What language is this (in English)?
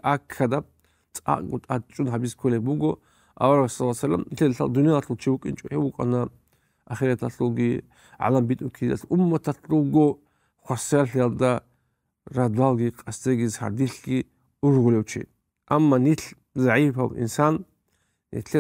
Avaric